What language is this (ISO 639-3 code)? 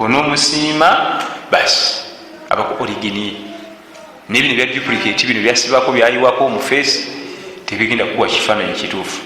lug